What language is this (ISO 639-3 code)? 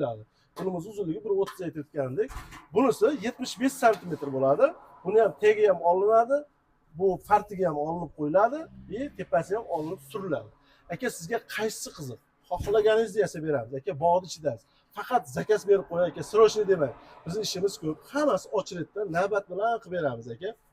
uzb